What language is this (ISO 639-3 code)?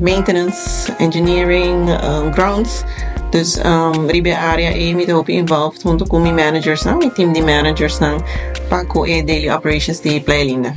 pap